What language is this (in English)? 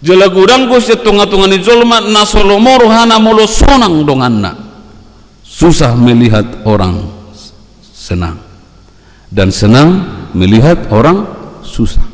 Batak Toba